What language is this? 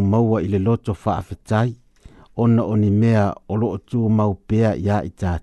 Samoan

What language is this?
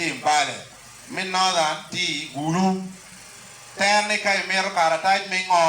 Acoli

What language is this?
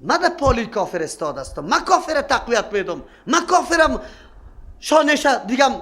Persian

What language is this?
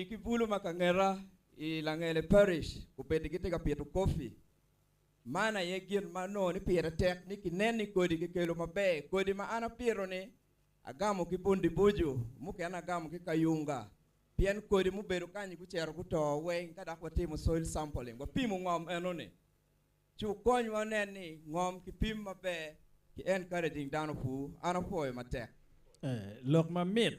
Acoli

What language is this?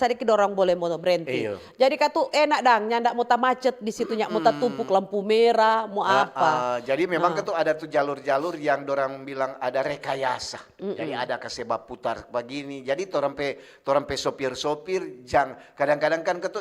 Manado Malay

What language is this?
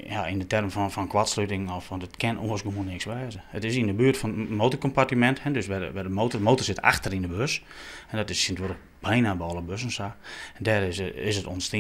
Western Frisian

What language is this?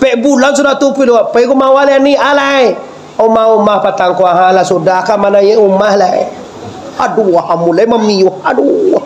Minangkabau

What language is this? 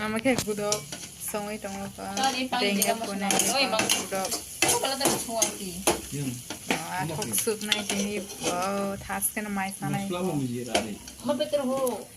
Kok Borok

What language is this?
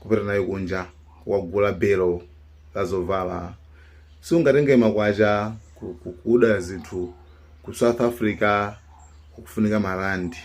Nyanja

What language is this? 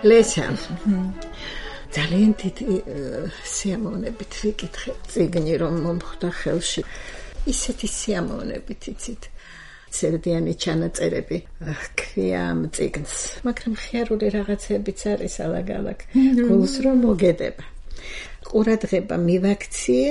Georgian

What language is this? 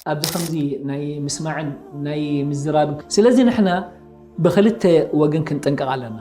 Tigrinya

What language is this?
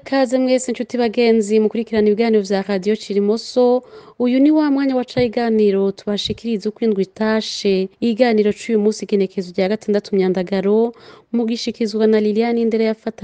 Rundi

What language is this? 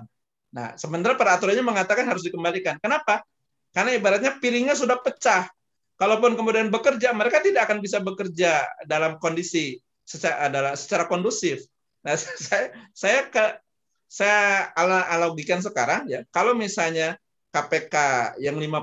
Indonesian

